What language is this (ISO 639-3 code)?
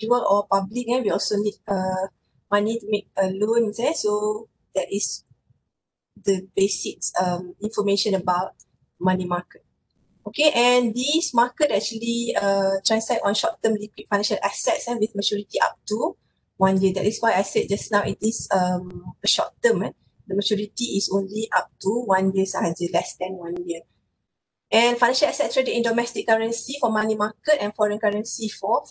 msa